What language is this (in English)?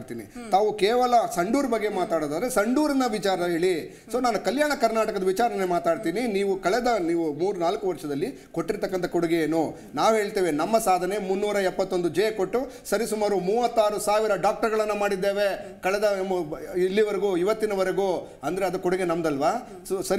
Kannada